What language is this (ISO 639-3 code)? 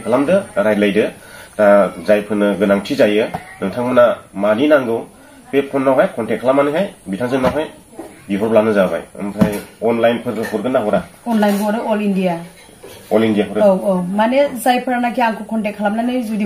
brx